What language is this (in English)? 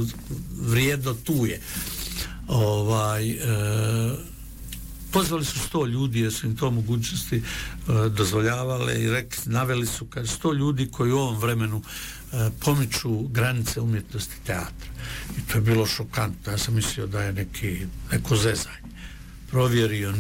Bosnian